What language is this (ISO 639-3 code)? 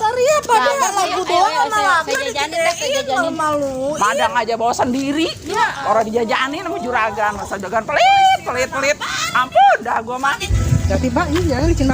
bew